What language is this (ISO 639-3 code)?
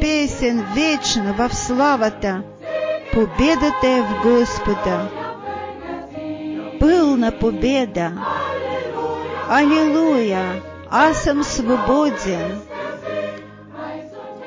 bul